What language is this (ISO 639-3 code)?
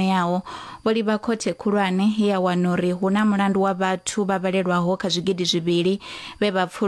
ven